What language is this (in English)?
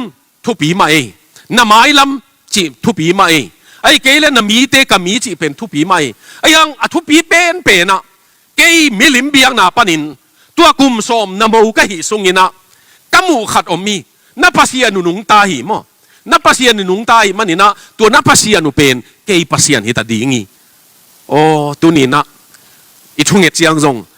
Tedim Chin